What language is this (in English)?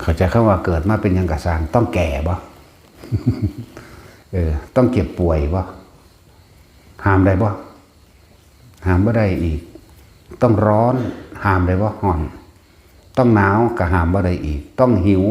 Lao